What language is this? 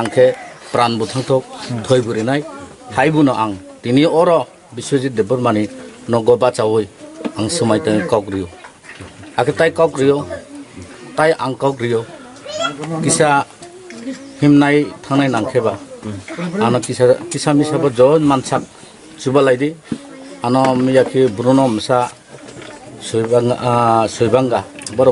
Kok Borok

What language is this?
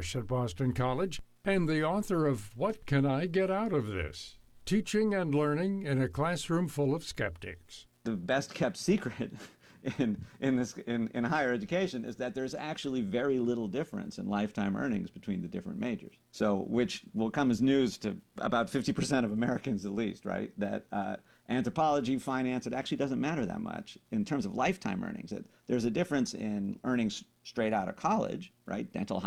English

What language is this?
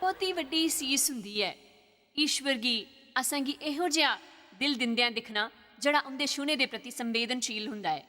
Dogri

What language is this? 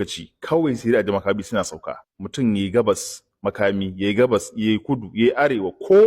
Hausa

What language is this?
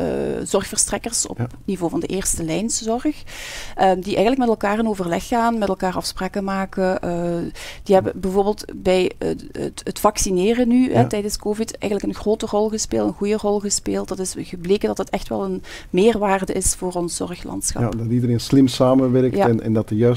Dutch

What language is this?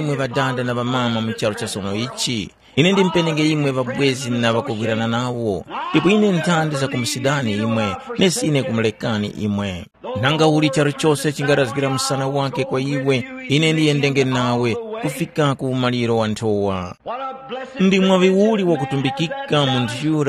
Tumbuka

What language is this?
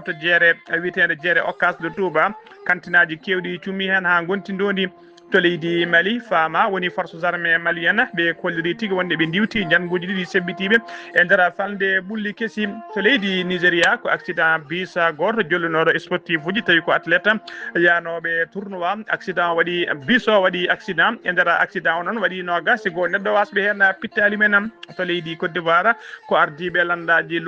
Fula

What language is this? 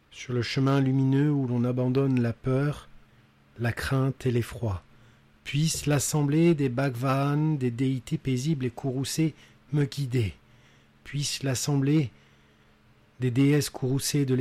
French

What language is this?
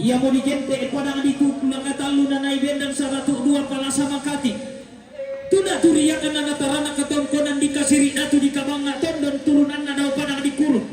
Toraja-Sa'dan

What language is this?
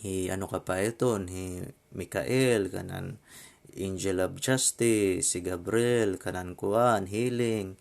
Waray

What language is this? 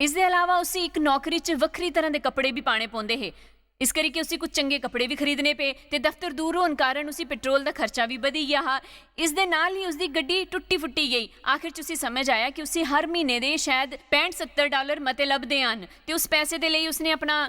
Dogri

